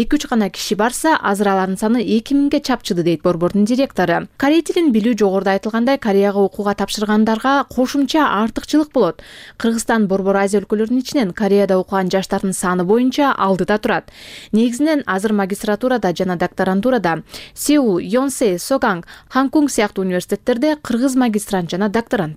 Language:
Kyrgyz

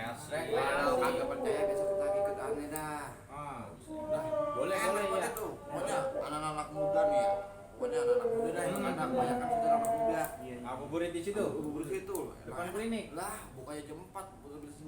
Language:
Betawi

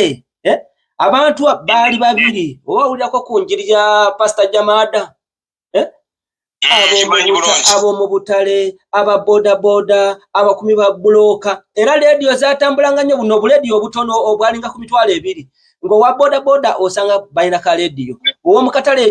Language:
Ganda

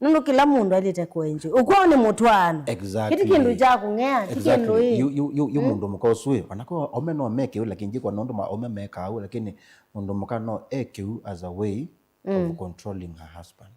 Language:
Kamba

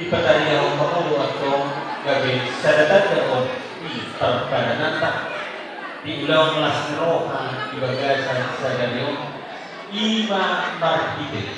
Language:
Batak Toba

